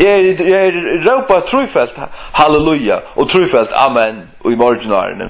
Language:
Faroese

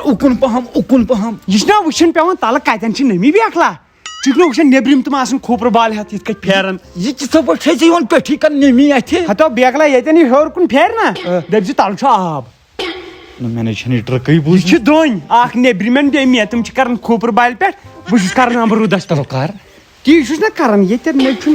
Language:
Kashmiri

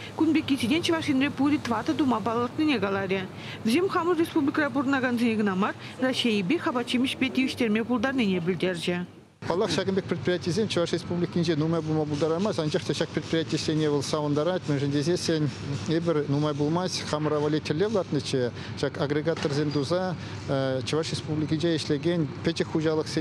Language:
Chuvash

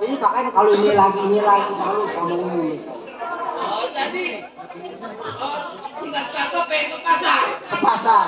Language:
Betawi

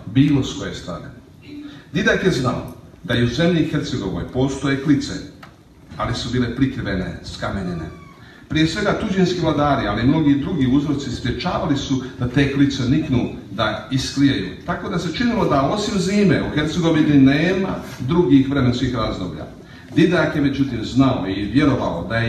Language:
Croatian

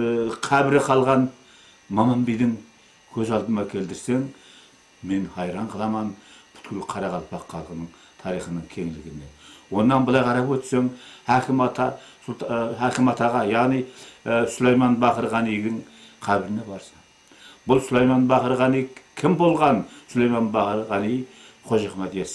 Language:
Kara-Kalpak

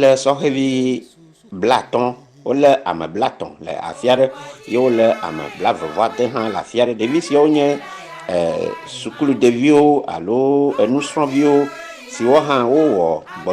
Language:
Ewe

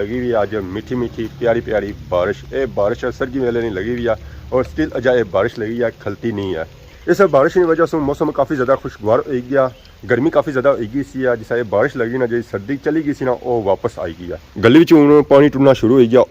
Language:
Pahari-Potwari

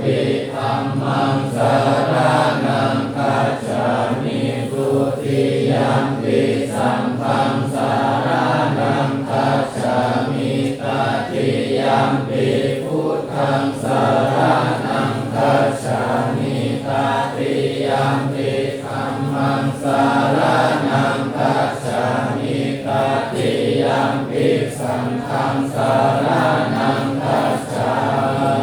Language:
Pali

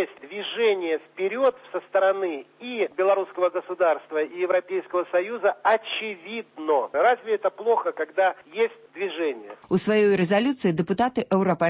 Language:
Belarusian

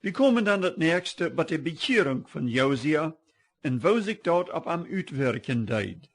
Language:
Plautdietsch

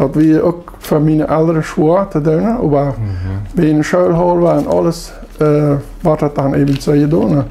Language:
Plautdietsch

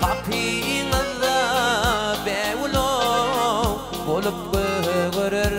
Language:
Turkmen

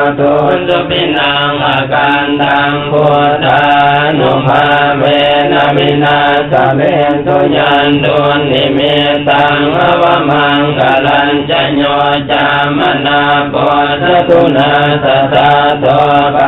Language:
Pali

